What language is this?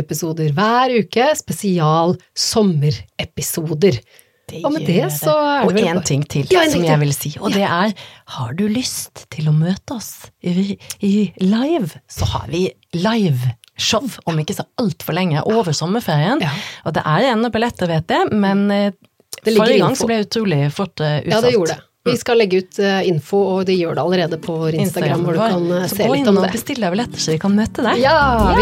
Norwegian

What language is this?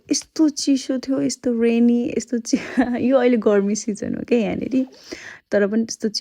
Nepali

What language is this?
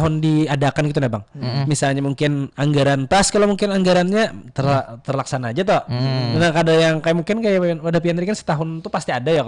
Banjar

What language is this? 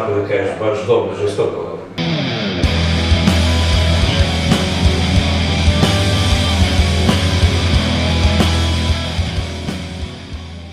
Serbian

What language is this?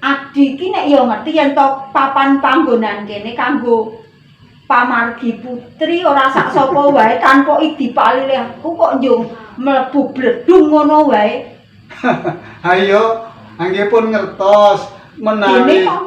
Javanese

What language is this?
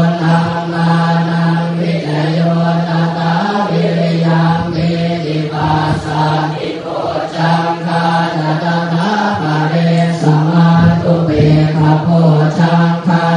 Pali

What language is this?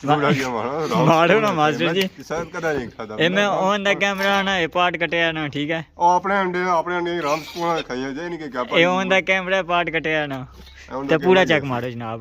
Pahari-Potwari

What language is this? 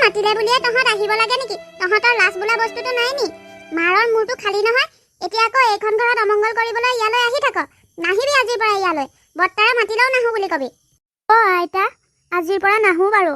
Assamese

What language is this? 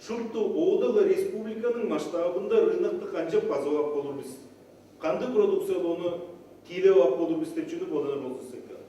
Tuvinian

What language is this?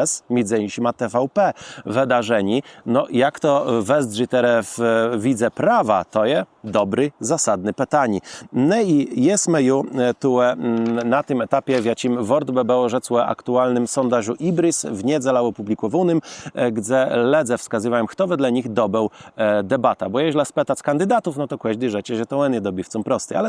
Kashubian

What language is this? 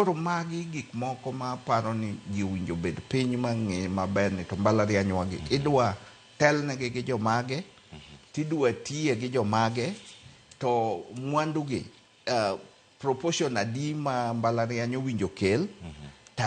Luo (Kenya and Tanzania)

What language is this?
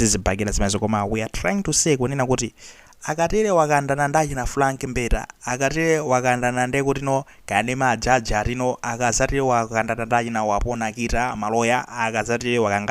Nyanja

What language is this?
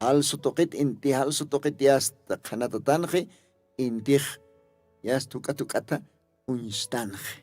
Aymara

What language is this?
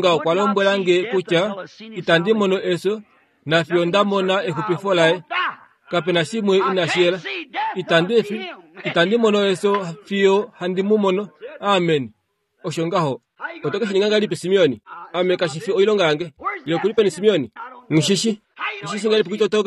Kuanyama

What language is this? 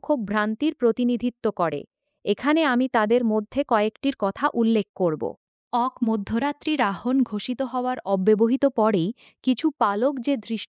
Bangla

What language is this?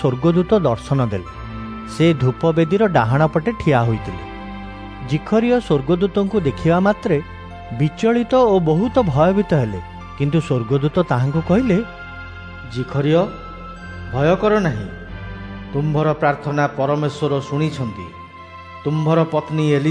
Odia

